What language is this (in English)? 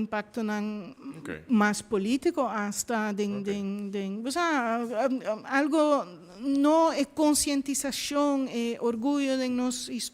Papiamento